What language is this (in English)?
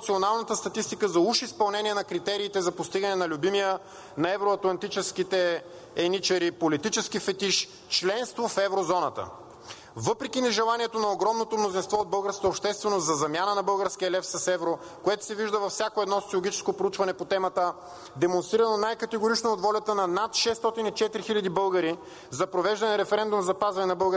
Bulgarian